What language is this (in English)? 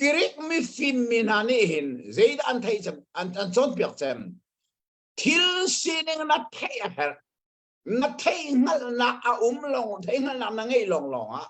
Hakha Chin